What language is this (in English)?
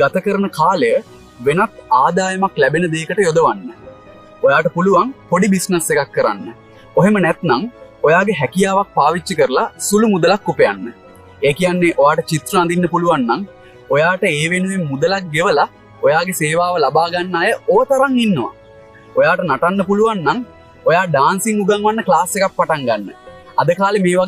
Sinhala